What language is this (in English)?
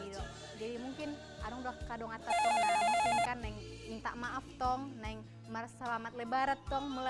Batak Toba